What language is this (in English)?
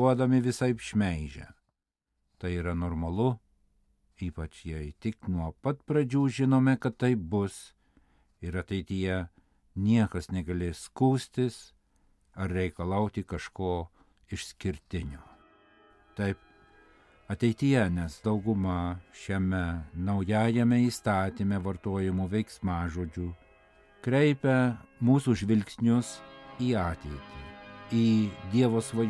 Lithuanian